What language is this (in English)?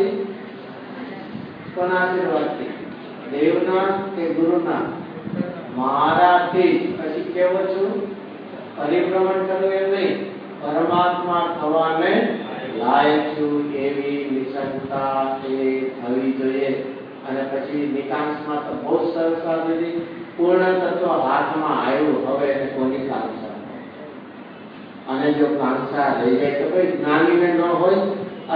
Gujarati